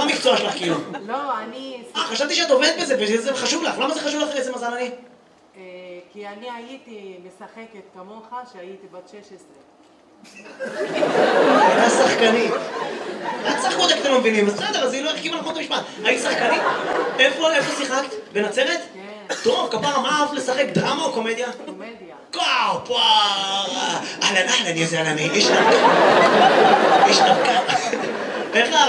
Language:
Hebrew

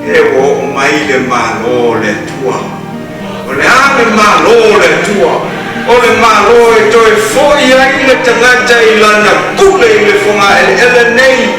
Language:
Samoan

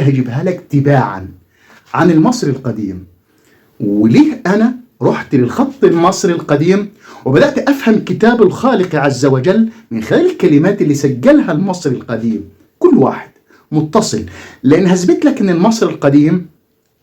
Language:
Egyptian Arabic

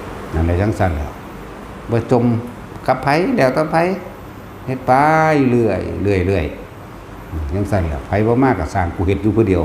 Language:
Northeastern Thai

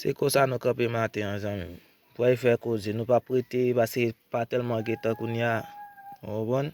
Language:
Haitian Creole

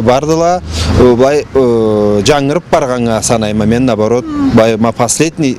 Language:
Karachay-Balkar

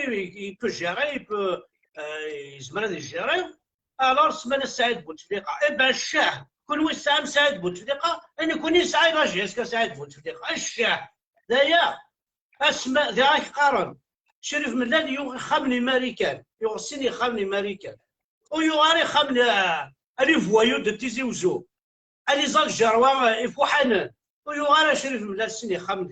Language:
Kabyle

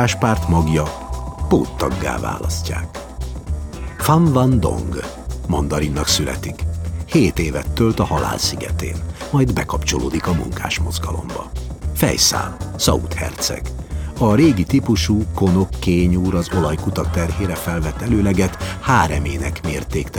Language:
Hungarian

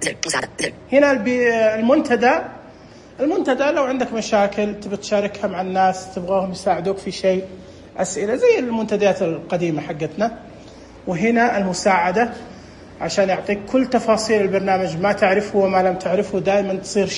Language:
Najdi Arabic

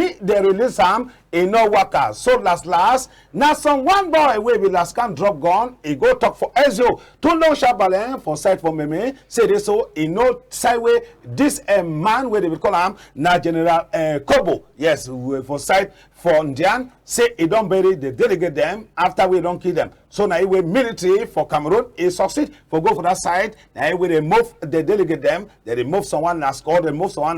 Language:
Cameroon Pidgin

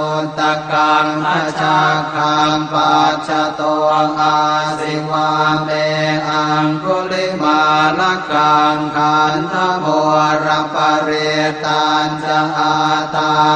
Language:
Pali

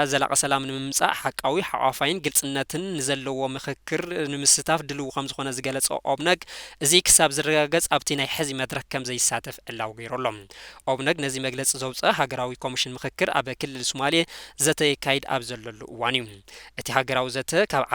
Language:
Tigrinya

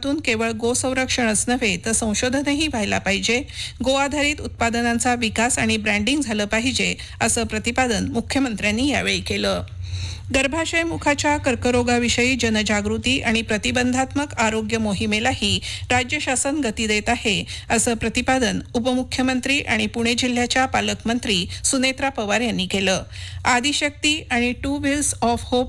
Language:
Marathi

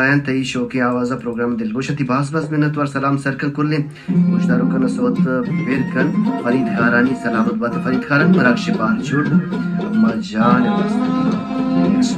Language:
Baluchi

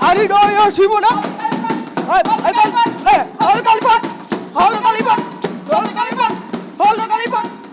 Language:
Fula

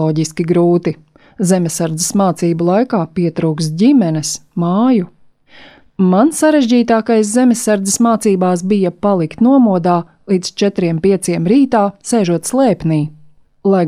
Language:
Latvian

